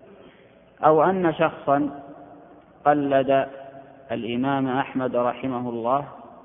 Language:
Arabic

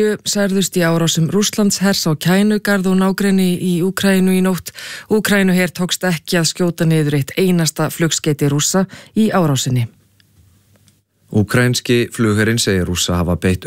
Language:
Icelandic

